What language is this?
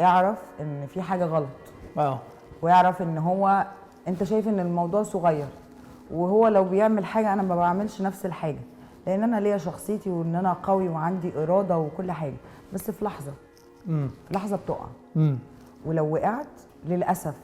Egyptian Arabic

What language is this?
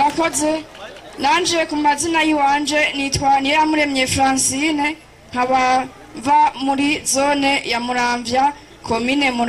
Rundi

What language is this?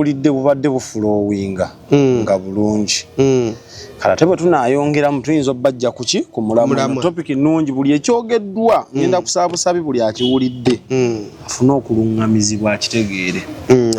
Ganda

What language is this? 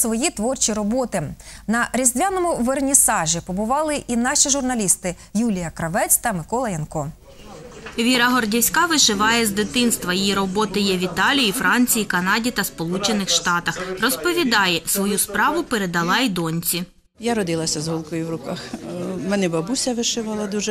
Ukrainian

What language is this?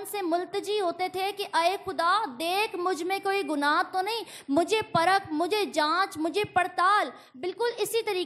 Urdu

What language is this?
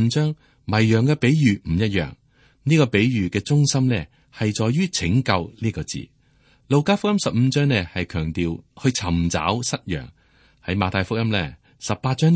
Cantonese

